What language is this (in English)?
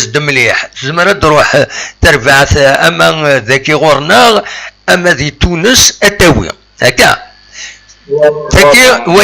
Kabyle